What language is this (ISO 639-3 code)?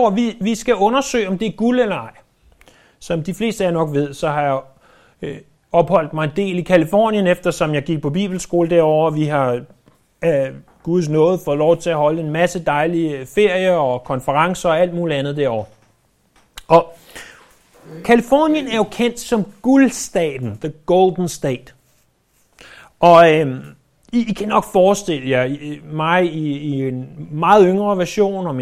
dan